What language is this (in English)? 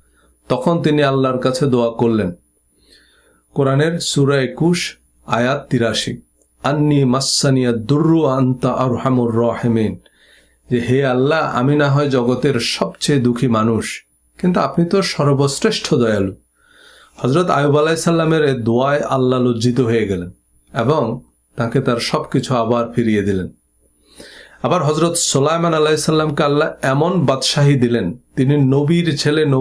Bangla